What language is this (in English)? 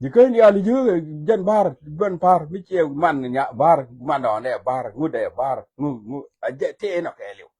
Nuer